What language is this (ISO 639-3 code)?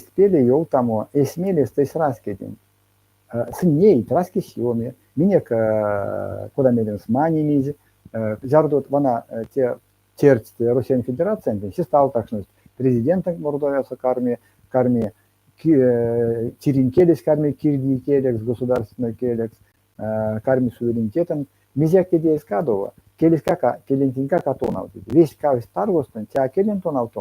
myv